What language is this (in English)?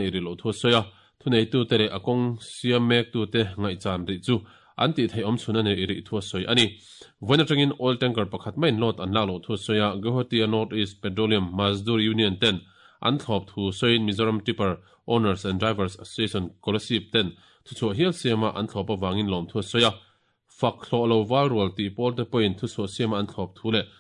Mizo